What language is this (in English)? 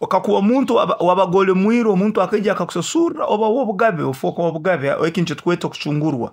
Nyoro